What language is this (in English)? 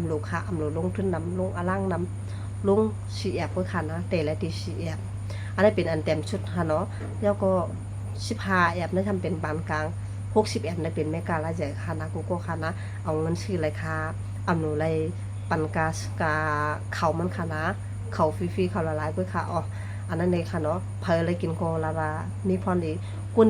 Shan